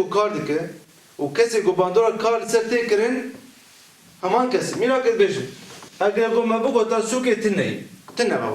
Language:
Kurdish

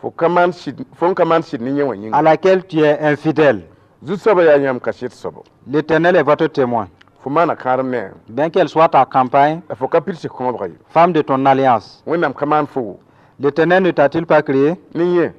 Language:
Mossi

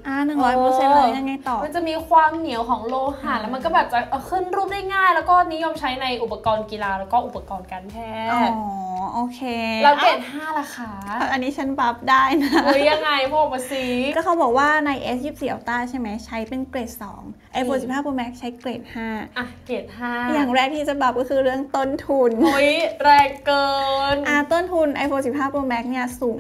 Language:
Thai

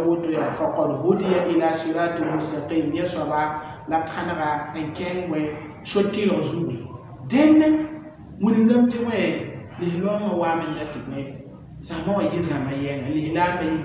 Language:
Mossi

